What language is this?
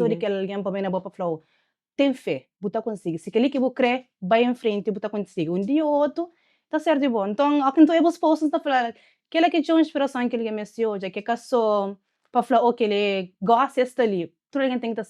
Kabuverdianu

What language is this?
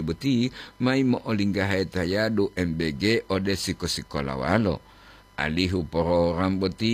Gorontalo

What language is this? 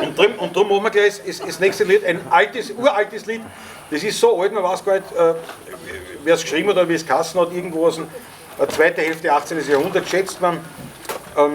Bavarian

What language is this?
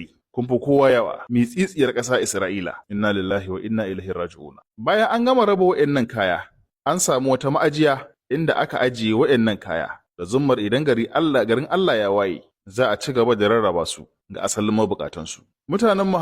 Hausa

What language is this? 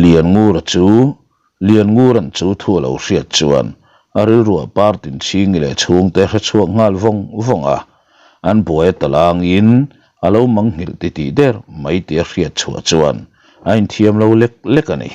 Mizo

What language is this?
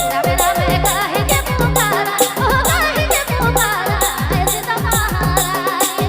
Sadri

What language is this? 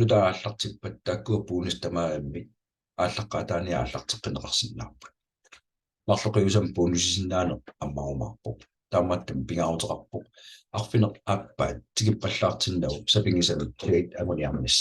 Kalaallisut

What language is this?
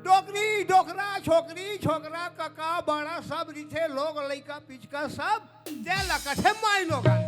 Chhattisgarhi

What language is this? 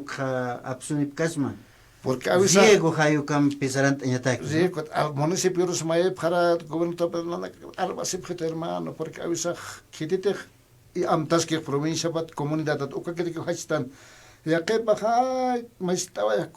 Aymara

